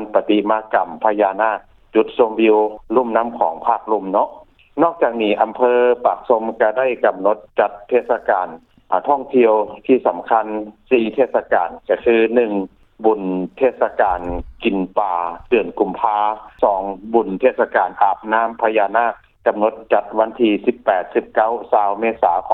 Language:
Lao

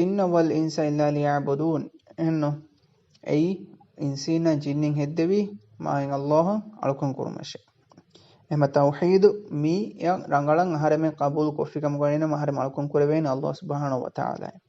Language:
Divehi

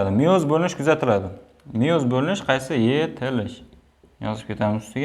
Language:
Uzbek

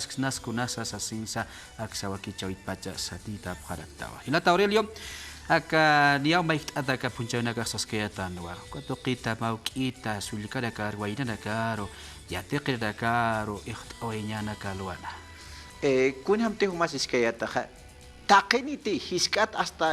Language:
Aymara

